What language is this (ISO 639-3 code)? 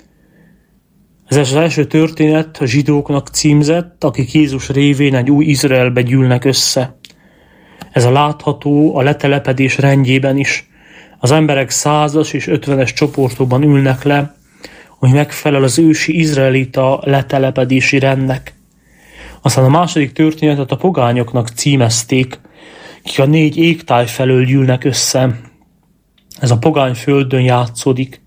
hun